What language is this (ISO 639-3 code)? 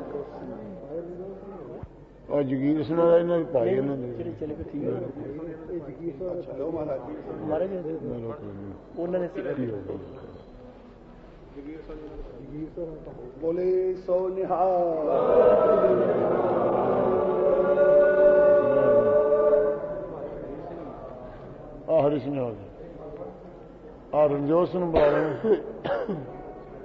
pan